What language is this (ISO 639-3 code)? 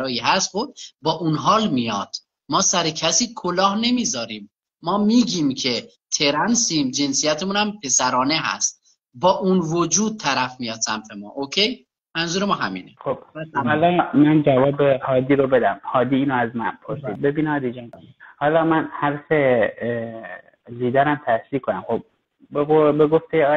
fas